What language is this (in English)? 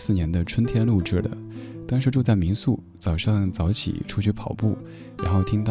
Chinese